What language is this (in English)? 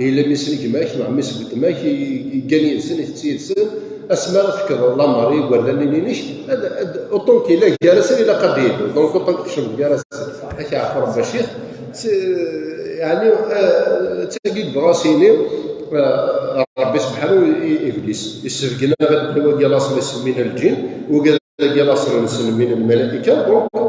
Kabyle